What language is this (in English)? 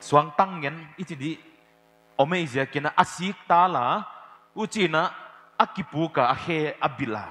Paite Chin